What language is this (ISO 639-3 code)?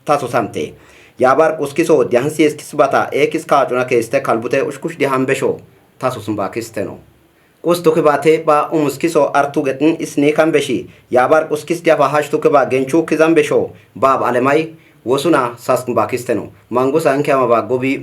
kbr